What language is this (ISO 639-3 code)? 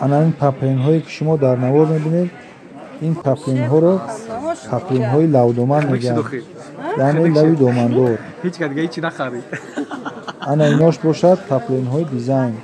tgk